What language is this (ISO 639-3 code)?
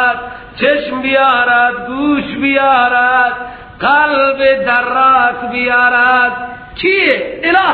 fas